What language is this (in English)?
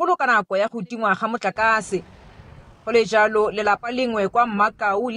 Tswana